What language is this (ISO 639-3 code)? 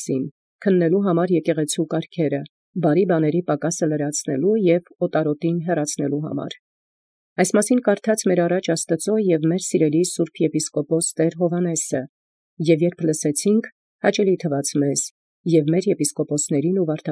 hye